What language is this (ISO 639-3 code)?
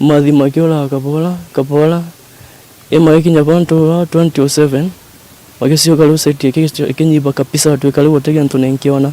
mer